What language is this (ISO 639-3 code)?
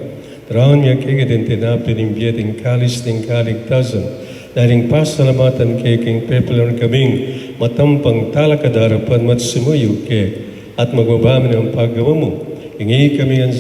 pam